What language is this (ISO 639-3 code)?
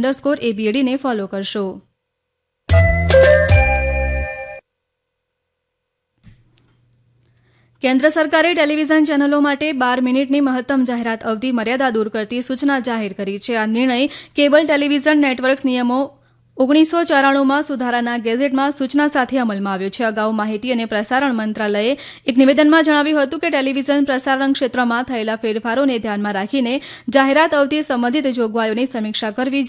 guj